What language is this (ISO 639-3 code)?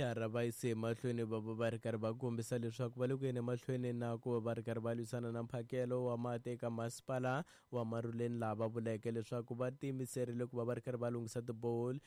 tso